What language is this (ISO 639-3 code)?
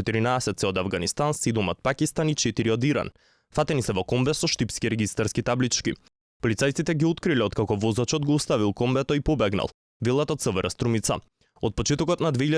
mkd